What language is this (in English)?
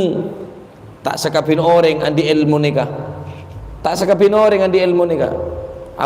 Madurese